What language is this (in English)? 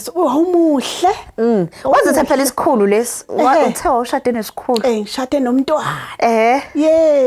Zulu